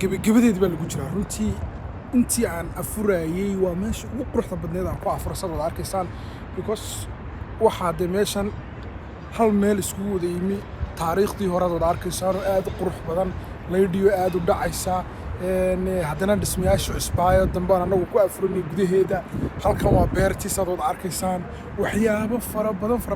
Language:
Somali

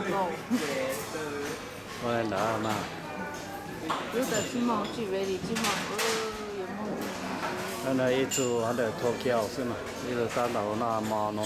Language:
Vietnamese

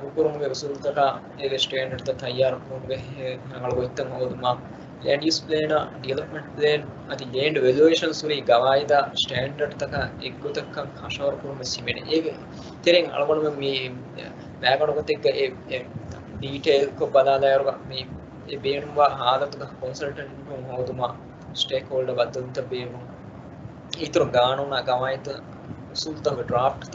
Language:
Divehi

